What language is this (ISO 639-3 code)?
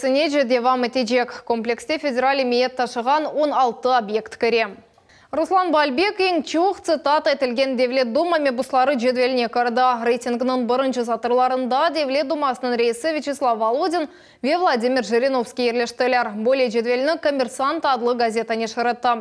crh